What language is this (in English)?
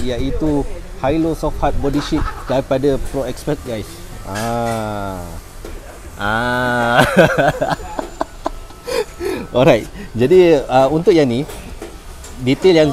Malay